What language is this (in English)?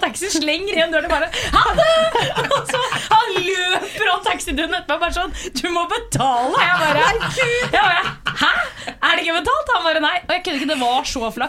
Norwegian